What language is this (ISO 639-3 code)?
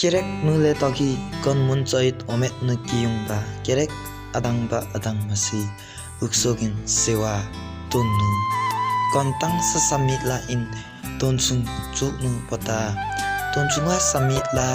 lif